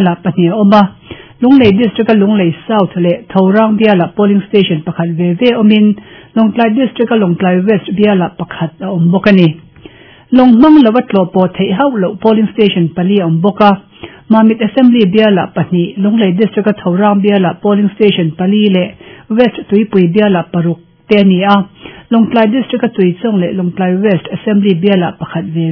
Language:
Mizo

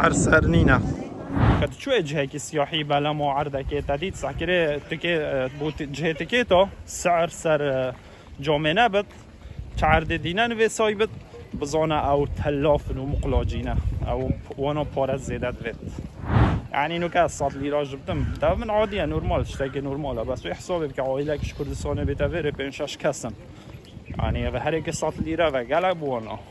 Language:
Kurdish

